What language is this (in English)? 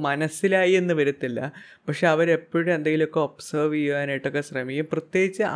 Malayalam